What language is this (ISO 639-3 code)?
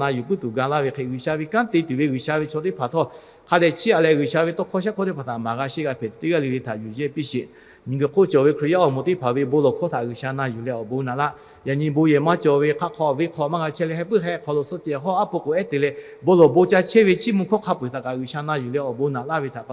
lhu